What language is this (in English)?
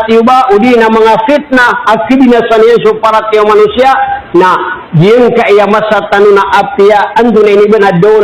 Maranao